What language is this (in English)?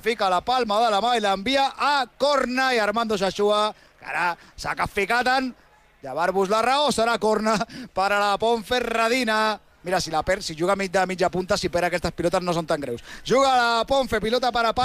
Catalan